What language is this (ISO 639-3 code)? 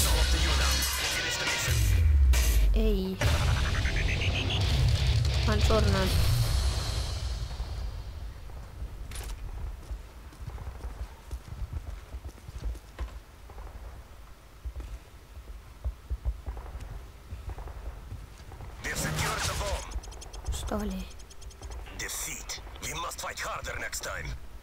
est